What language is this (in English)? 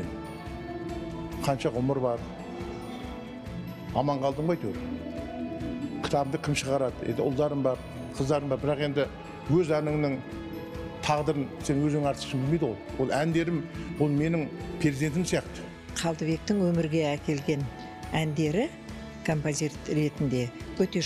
Kazakh